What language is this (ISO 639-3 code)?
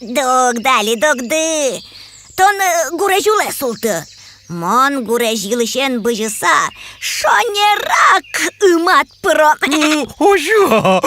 udm